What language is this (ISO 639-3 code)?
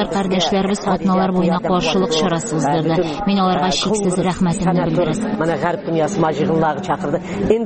tat